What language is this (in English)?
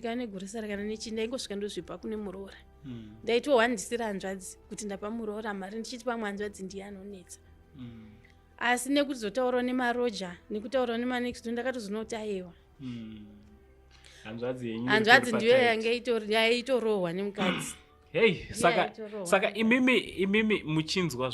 Shona